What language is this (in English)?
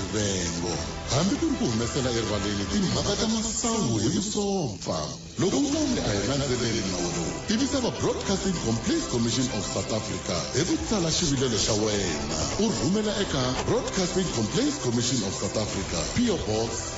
Tsonga